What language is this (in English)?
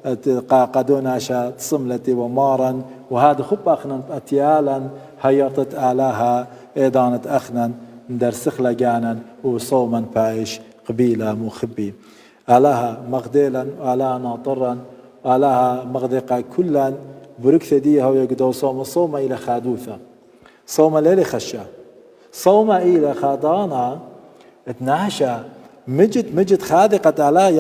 Assyrian Neo-Aramaic